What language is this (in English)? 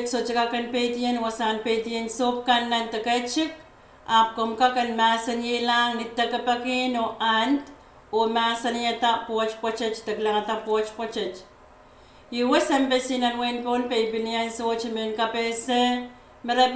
Pohnpeian